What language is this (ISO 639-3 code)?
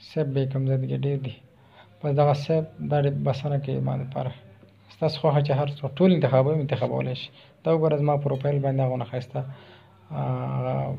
pus